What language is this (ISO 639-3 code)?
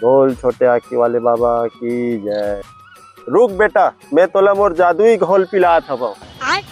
hne